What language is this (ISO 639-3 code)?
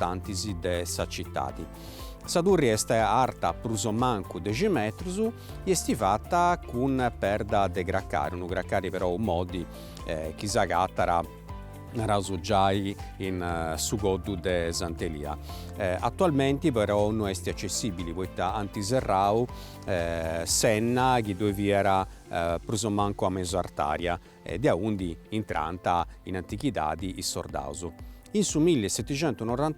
srd